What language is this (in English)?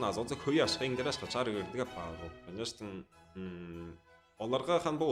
Tuvinian